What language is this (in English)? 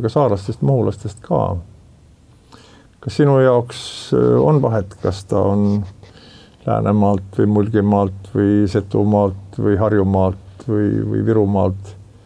Estonian